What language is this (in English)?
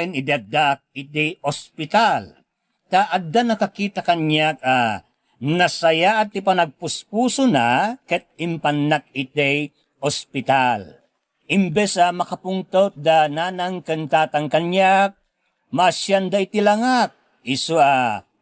Iloko